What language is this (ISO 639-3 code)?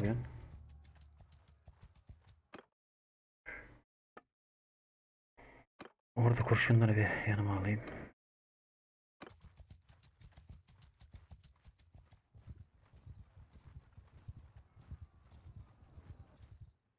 tur